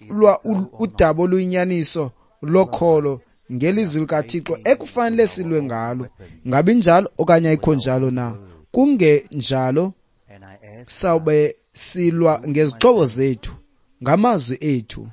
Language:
Xhosa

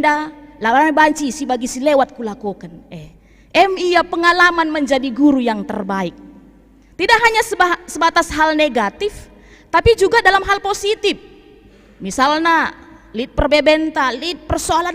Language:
Batak Karo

